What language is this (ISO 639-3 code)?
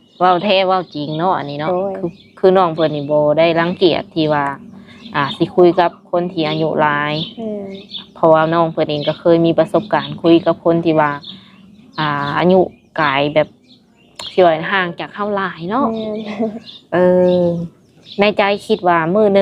lao